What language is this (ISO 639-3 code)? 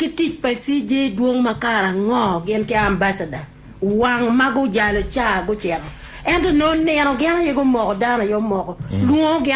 ach